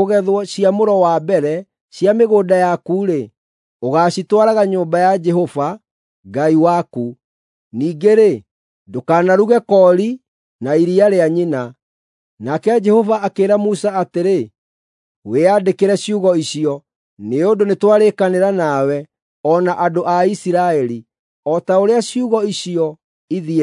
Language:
Kikuyu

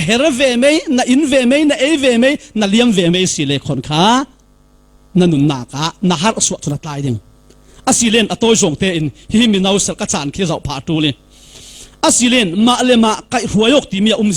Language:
Falam Chin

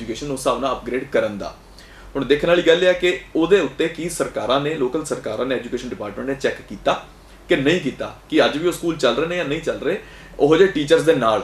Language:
Punjabi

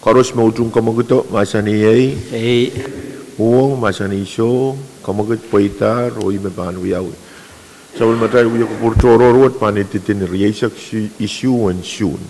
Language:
Pohnpeian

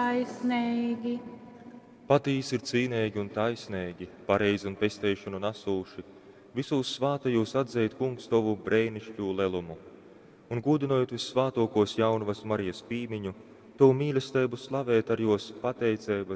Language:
Latgalian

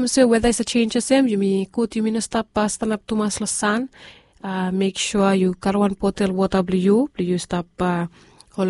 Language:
Bislama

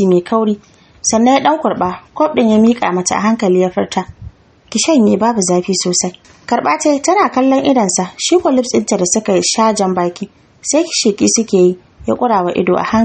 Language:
Hausa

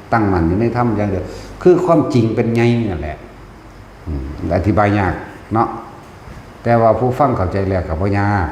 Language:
Northeastern Thai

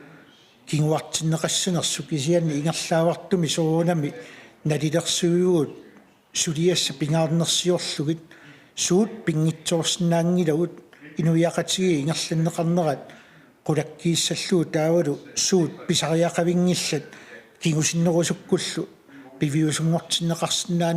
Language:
Kalaallisut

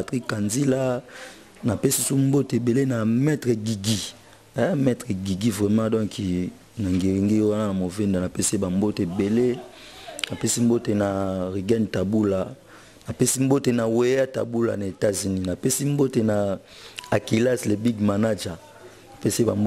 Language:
Lingala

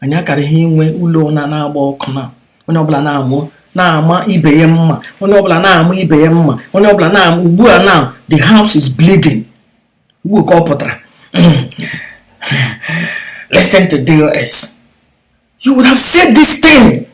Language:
Igbo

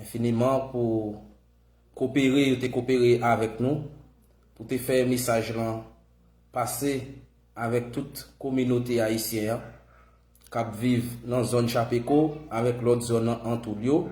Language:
Haitian Creole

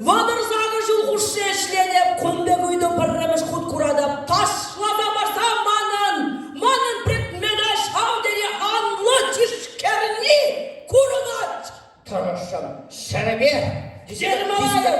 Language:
Chuvash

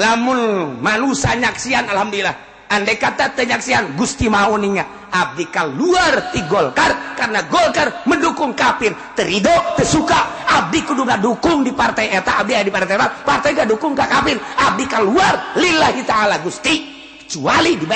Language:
Sundanese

